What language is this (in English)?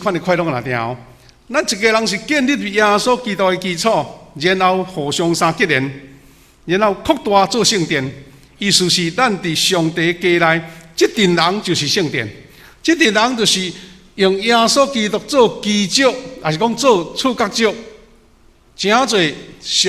Min Nan Chinese